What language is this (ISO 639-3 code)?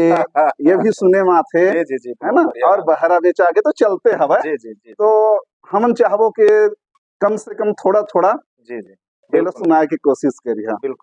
hne